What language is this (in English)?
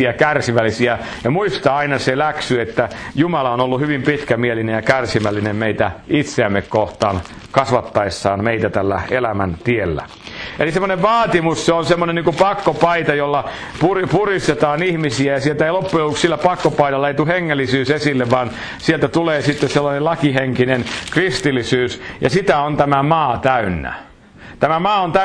Finnish